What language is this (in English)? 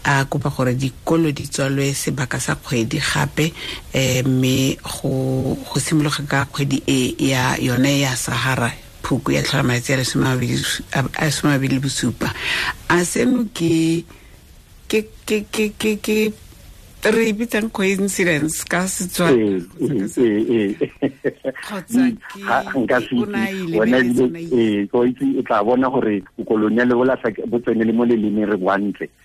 Tswana